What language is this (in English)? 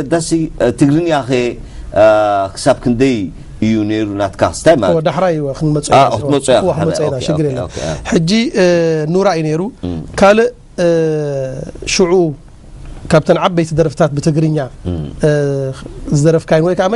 Tigrinya